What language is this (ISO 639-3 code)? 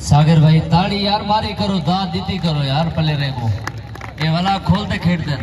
skr